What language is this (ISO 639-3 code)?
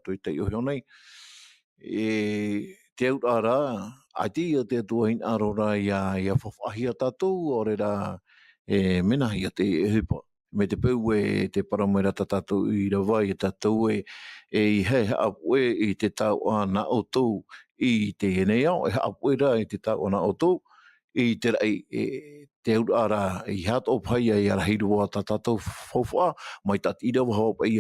tah